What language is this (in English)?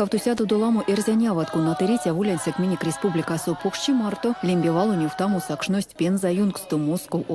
Erzya